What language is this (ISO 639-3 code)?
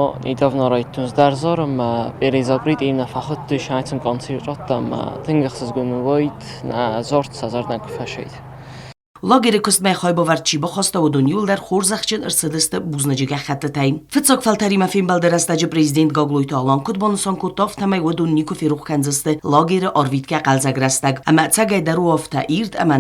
oss